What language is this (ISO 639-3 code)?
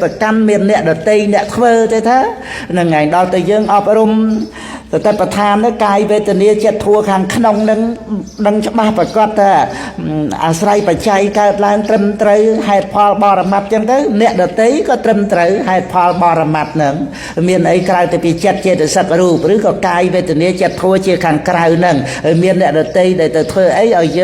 khm